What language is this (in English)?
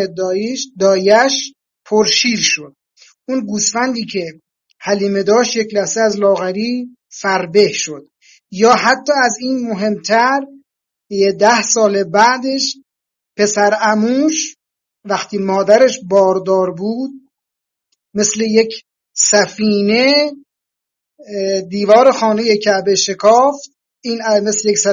Persian